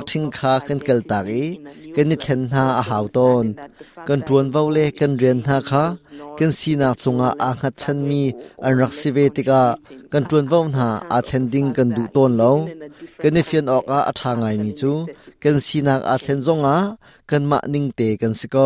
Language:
Hakha Chin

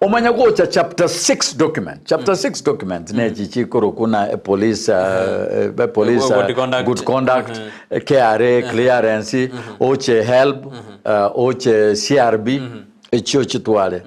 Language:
Gusii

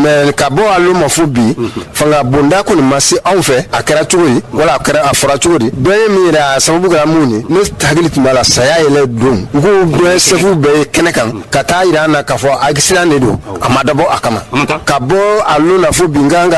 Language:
Bambara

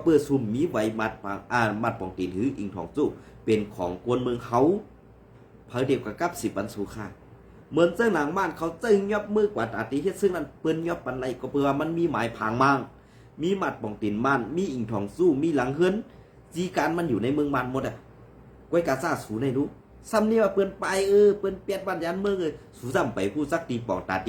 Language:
Shan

